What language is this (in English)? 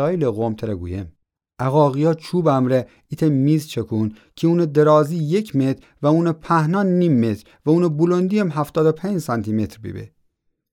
Gilaki